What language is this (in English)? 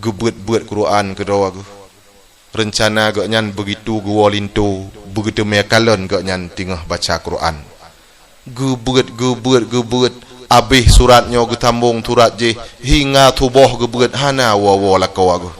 Achinese